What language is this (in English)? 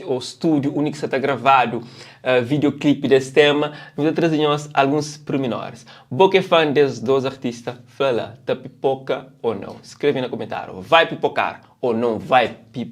Kabuverdianu